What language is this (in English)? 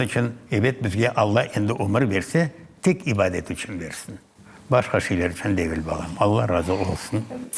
Crimean Tatar